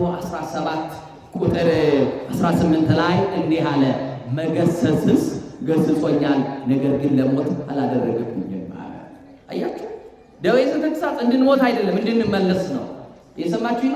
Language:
Amharic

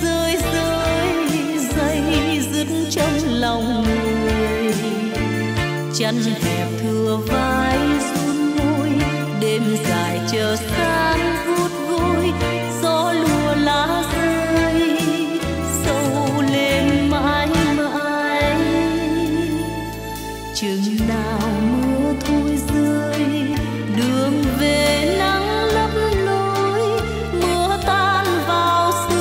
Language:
Vietnamese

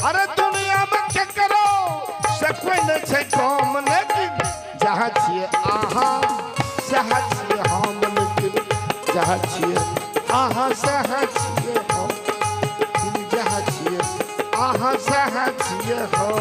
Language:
Maithili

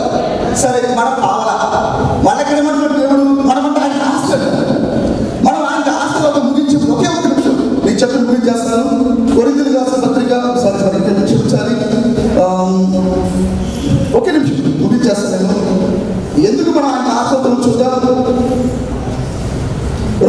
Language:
Telugu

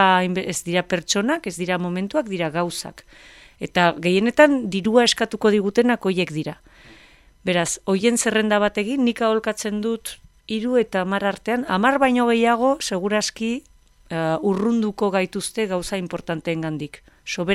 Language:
Basque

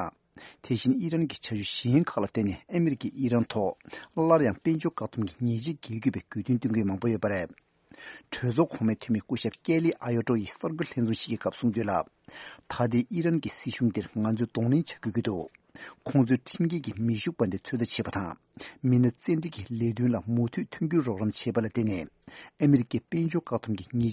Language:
Tibetan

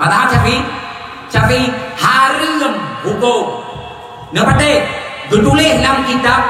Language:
Achinese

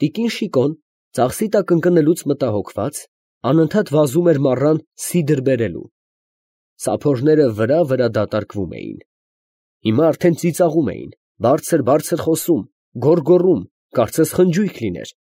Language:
Armenian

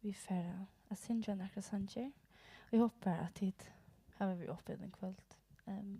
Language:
Faroese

